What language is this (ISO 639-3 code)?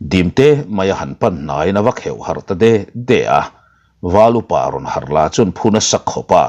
lus